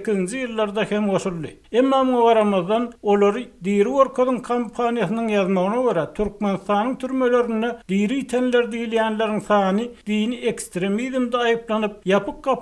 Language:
Turkmen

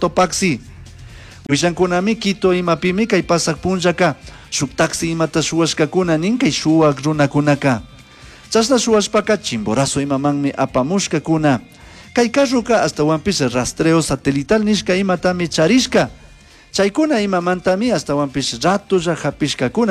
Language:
Chimborazo Highland Quichua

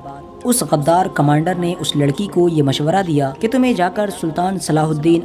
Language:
Urdu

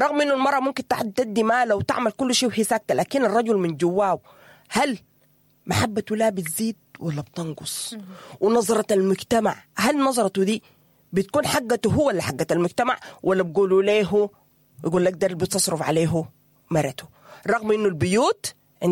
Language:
Sudanese Arabic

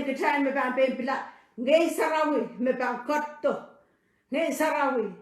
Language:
Pohnpeian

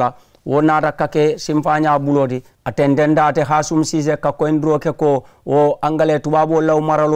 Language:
Mandingo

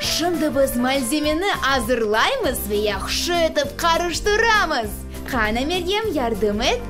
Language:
Crimean Tatar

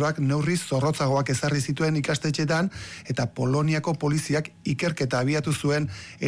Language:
Basque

